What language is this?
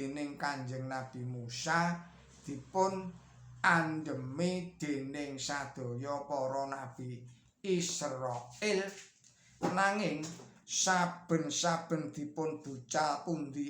Javanese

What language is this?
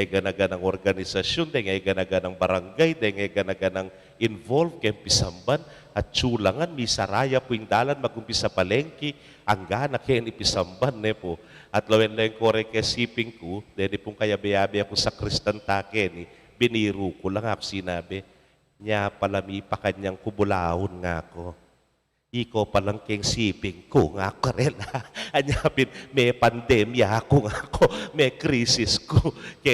Pampanga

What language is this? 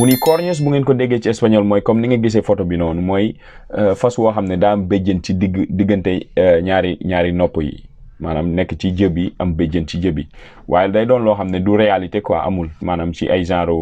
Wolof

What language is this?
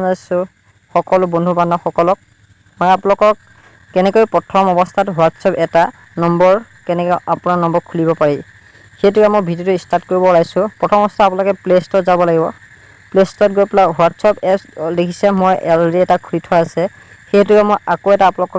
Assamese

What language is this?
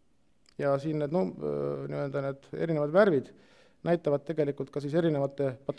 Estonian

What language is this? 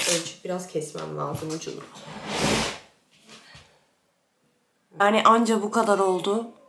Turkish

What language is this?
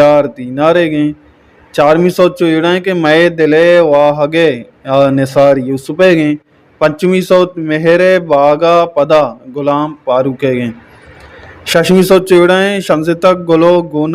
Baluchi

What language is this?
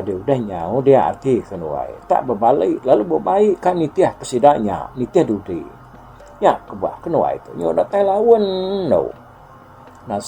Iban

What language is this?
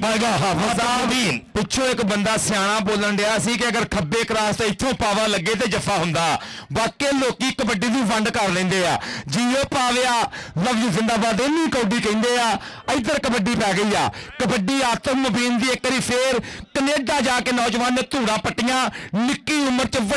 Punjabi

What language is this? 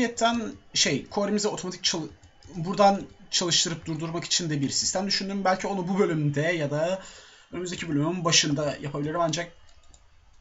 Turkish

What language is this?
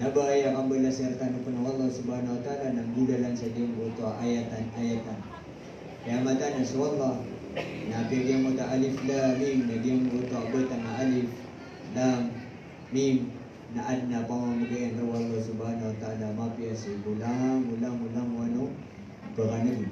Maranao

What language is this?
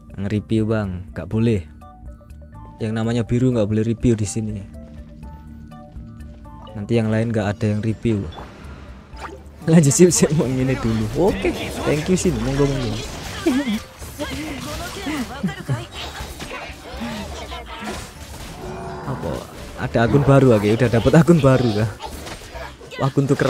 Indonesian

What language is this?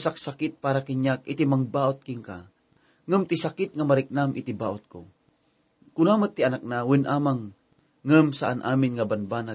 Iloko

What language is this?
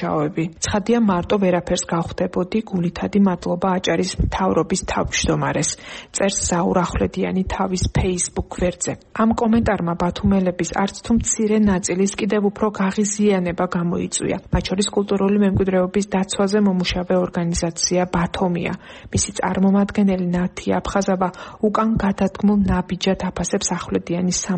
Georgian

